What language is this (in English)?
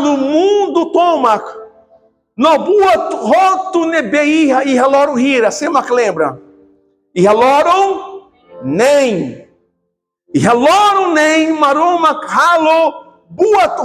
Tetum